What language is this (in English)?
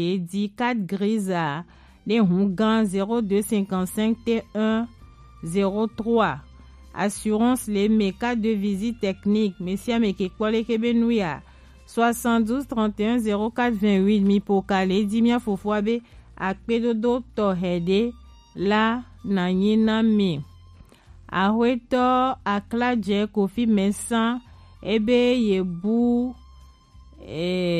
Gen